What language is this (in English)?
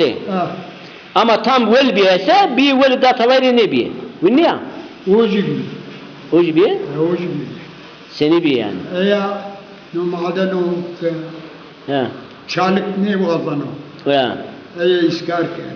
Zaza